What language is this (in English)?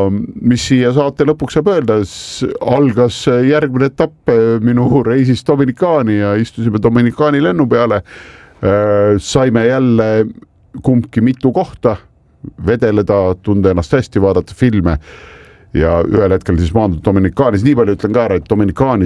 Estonian